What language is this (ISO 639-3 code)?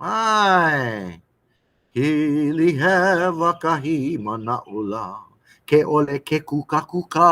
haw